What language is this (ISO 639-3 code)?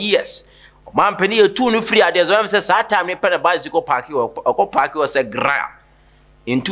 aka